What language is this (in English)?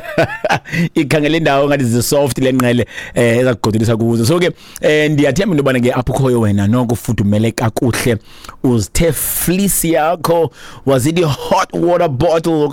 Xhosa